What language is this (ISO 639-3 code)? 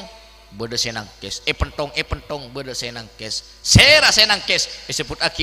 mad